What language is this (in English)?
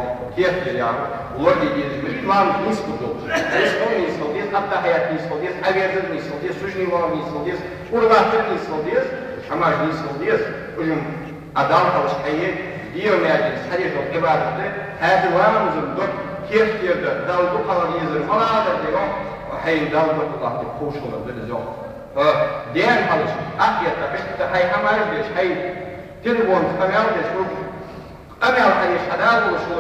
Ingush